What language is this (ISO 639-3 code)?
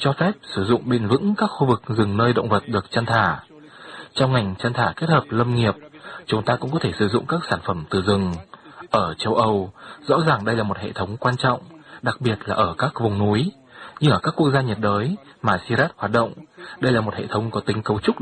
vie